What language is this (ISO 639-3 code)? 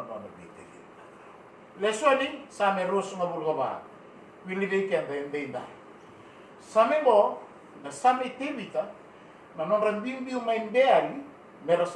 fij